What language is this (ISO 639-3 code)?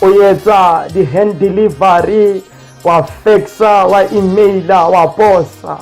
sot